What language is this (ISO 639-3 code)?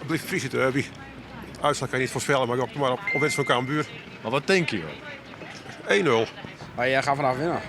fry